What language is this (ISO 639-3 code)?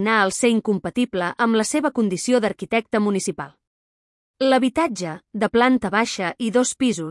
cat